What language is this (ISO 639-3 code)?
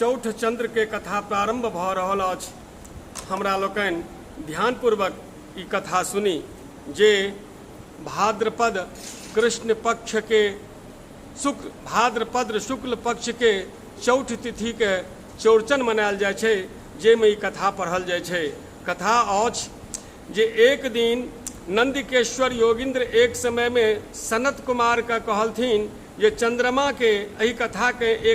mai